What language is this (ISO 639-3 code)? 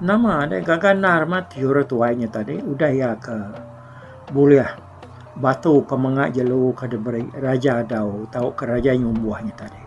iba